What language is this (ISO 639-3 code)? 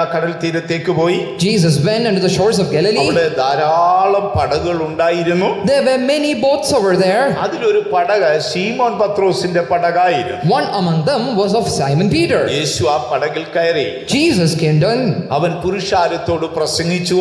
mal